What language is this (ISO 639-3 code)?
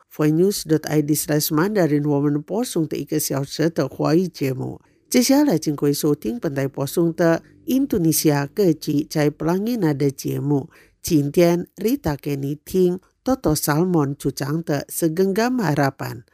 zho